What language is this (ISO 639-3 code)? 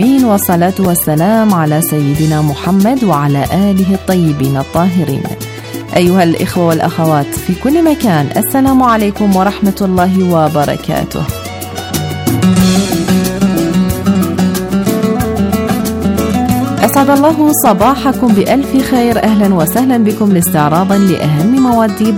ara